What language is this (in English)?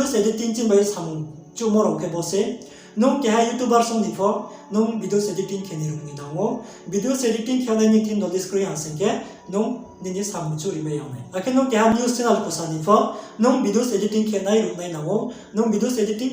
Riang (India)